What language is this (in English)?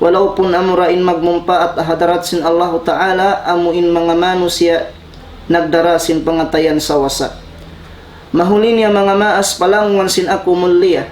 Tausug